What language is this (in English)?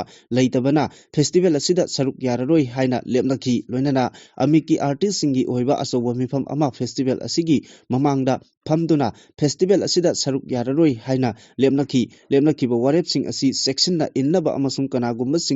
Manipuri